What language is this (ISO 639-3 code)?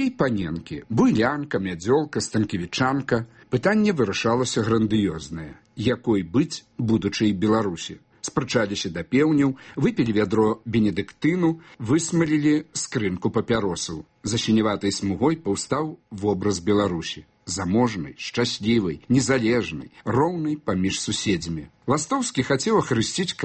bel